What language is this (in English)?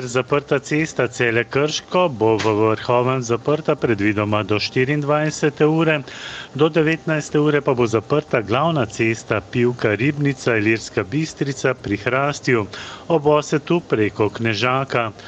Slovenian